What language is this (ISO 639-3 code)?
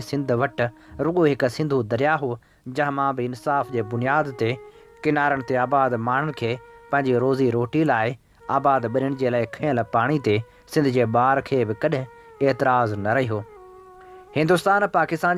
snd